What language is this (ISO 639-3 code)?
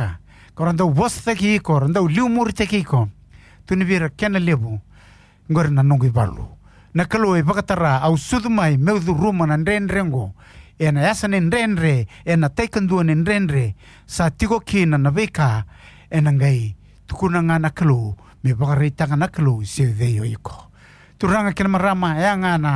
fij